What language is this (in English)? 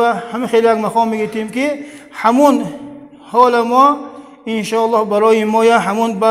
Tajik